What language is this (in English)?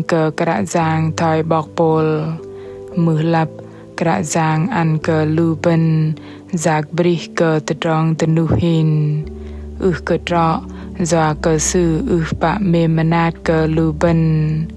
Bahnar